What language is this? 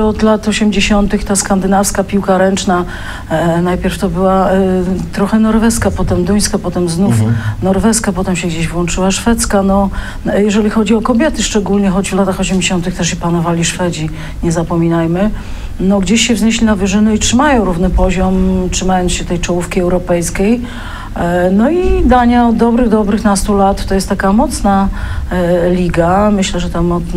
Polish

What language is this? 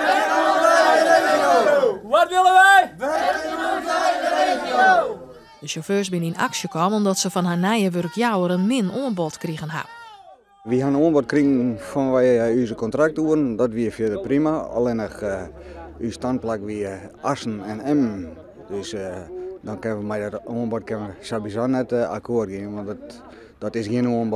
Western Frisian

